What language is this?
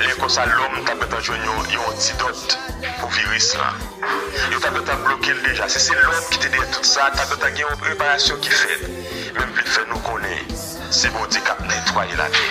Haitian Creole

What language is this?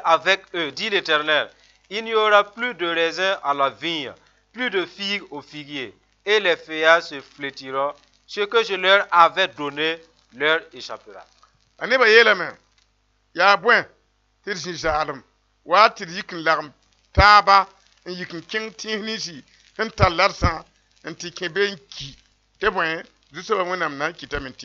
Mossi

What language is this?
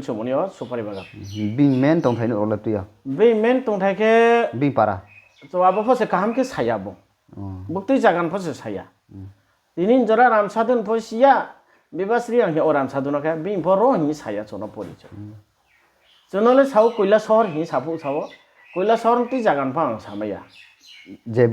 Riang (India)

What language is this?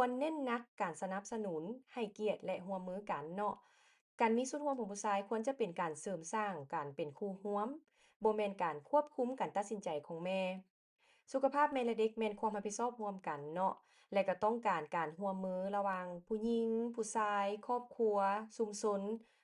Lao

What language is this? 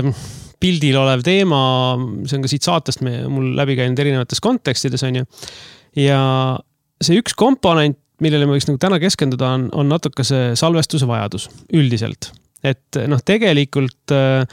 Estonian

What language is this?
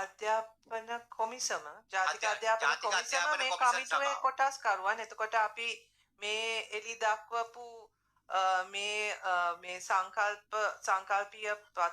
Sinhala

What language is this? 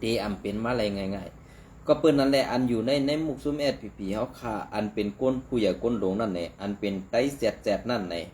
Shan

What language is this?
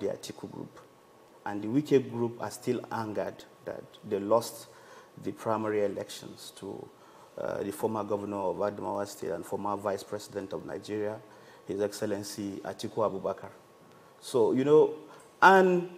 Nigerian Pidgin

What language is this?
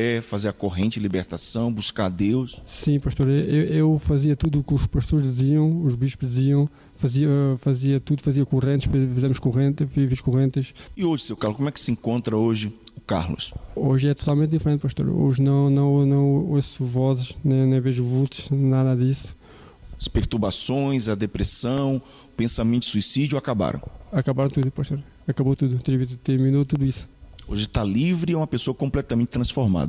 Portuguese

